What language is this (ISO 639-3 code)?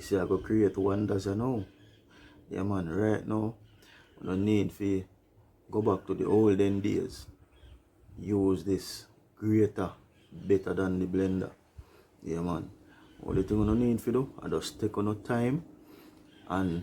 jam